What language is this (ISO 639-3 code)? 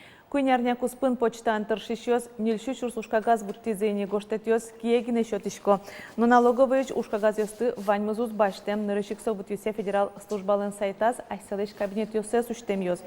udm